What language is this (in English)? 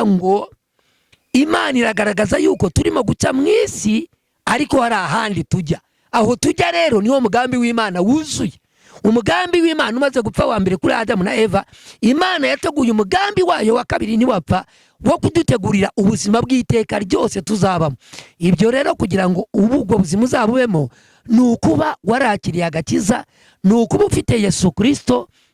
Kinyarwanda